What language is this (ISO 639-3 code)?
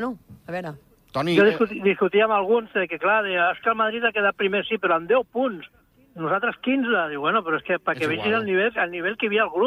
cat